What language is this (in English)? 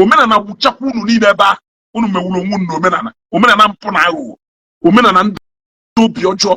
Igbo